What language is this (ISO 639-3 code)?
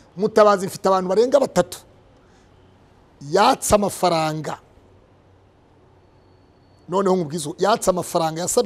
kin